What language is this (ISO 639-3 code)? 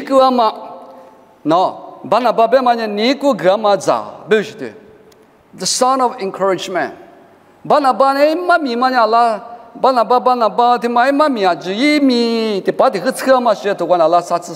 lis